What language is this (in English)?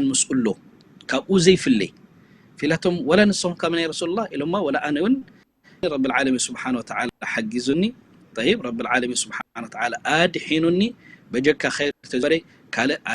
Tigrinya